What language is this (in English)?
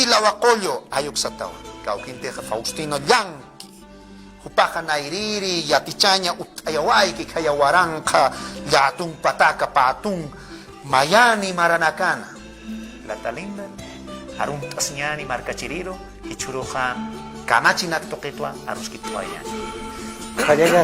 Aymara